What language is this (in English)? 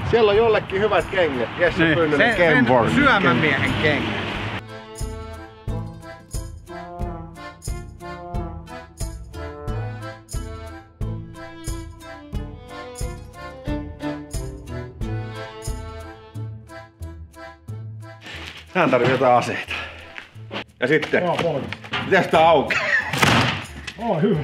Finnish